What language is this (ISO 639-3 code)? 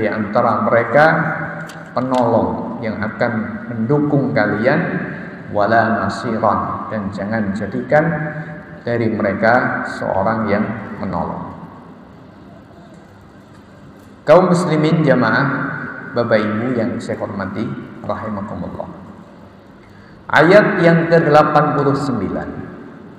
ind